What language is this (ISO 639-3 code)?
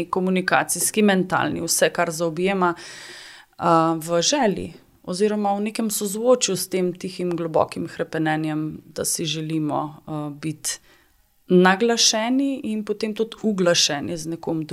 slv